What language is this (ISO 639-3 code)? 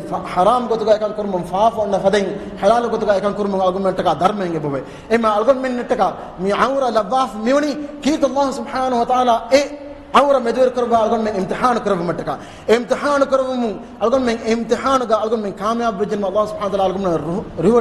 div